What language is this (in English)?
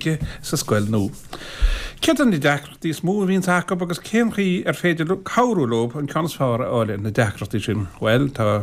Irish